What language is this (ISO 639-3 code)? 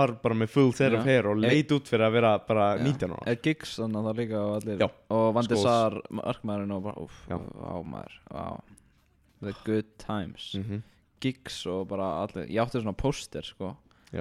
isl